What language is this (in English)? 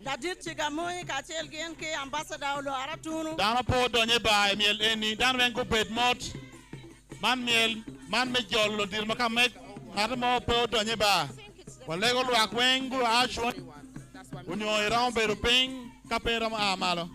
Acoli